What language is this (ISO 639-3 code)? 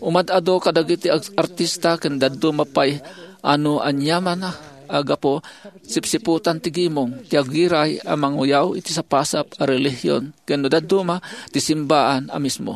ilo